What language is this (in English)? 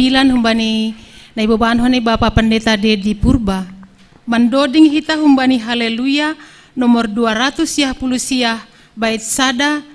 Batak Simalungun